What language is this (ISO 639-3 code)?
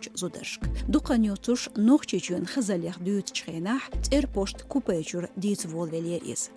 che